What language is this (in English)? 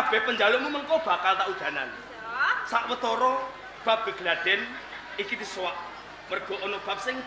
Javanese